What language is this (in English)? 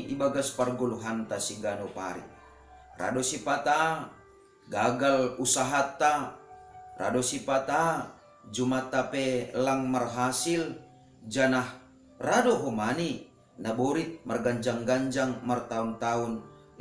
Batak Simalungun